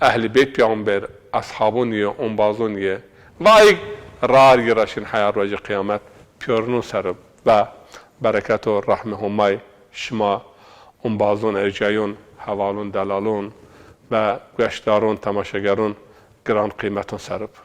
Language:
Zaza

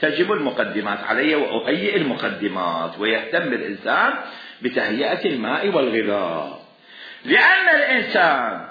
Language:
Mesopotamian Arabic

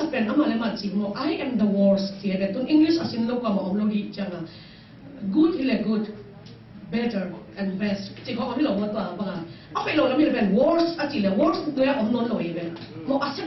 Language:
Tedim Chin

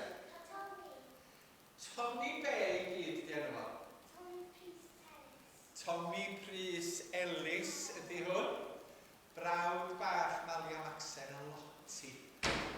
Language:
Welsh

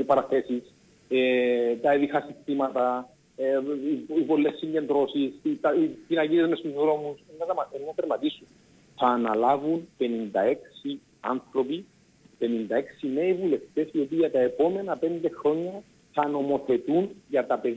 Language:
Greek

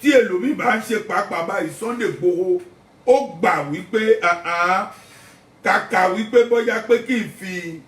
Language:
Yoruba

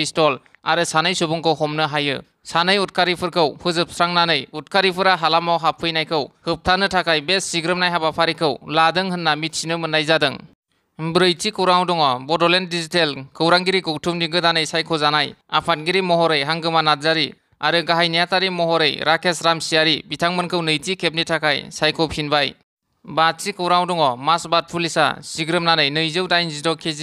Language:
Bodo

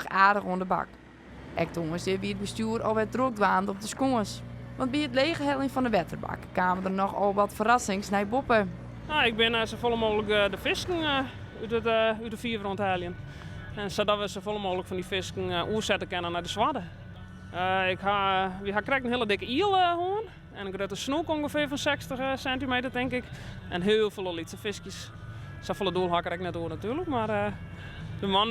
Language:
Western Frisian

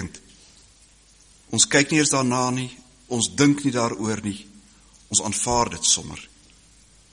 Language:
Afrikaans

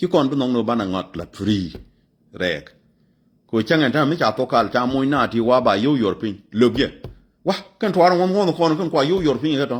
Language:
Nuer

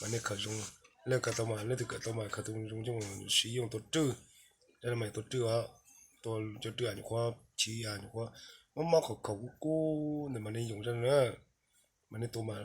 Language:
Hmong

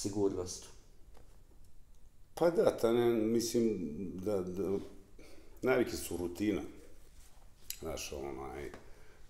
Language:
Bosnian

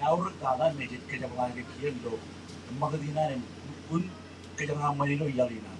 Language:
Marshallese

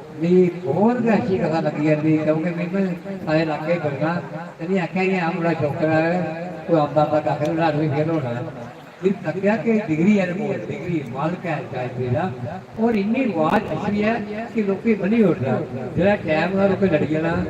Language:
Dogri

